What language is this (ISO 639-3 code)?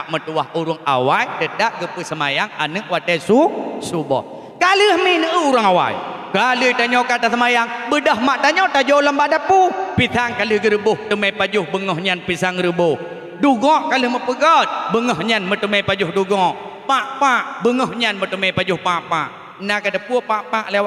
ace